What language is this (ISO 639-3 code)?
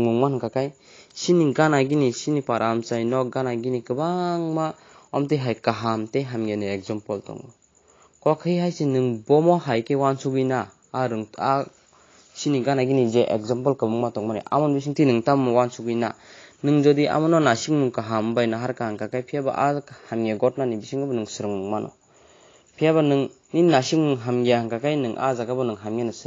trp